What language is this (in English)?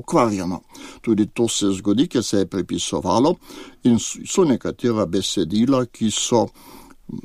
Slovenian